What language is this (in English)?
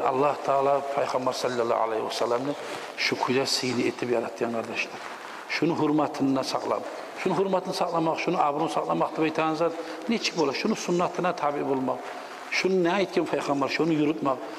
Kumyk